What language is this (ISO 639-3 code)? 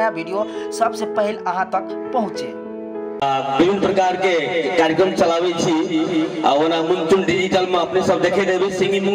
mai